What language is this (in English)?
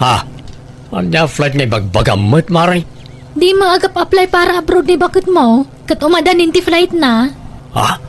Iloko